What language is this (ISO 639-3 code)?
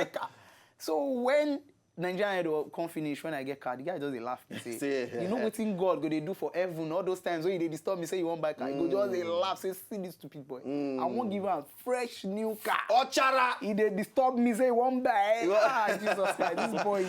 pcm